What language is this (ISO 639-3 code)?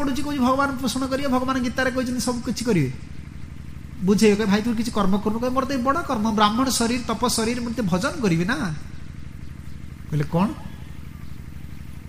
ori